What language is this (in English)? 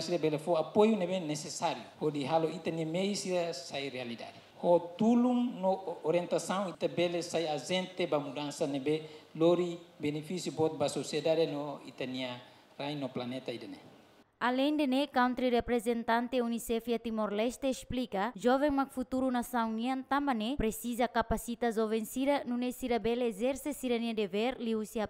Tetum